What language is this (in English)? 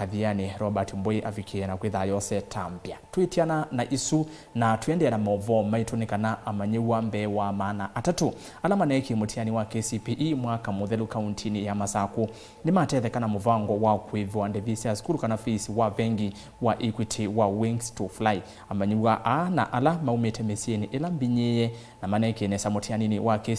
Kamba